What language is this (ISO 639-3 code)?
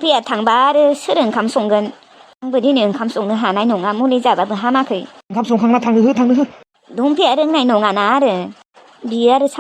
brx